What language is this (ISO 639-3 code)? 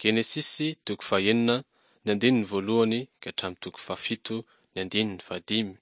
mlg